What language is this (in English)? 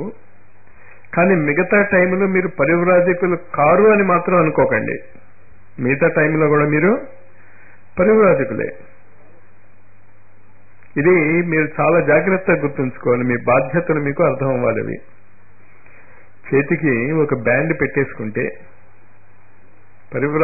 Telugu